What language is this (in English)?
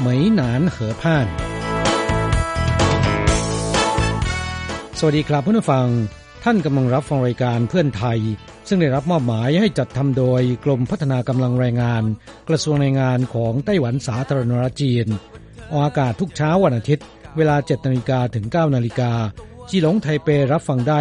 Thai